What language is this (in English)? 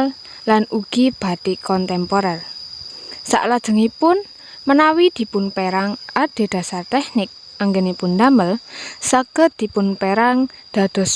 Javanese